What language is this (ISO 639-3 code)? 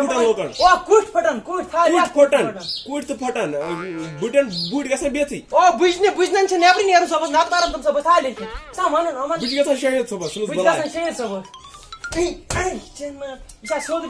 kas